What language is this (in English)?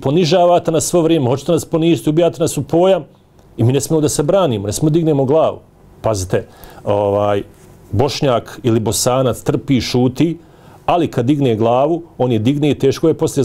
Bosnian